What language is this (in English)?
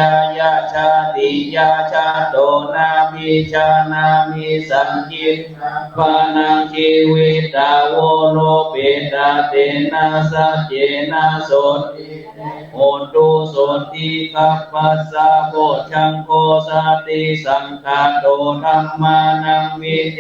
Pali